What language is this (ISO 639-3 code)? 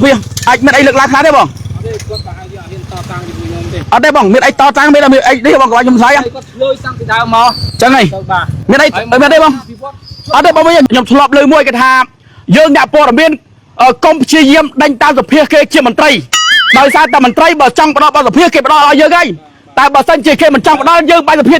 khm